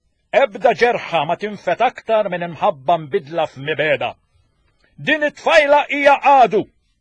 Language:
Maltese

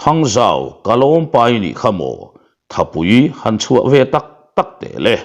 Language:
Mizo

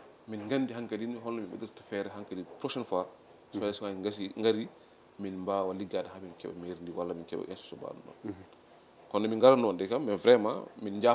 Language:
Fula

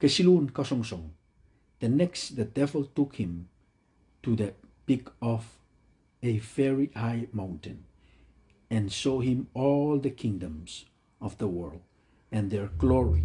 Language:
Pohnpeian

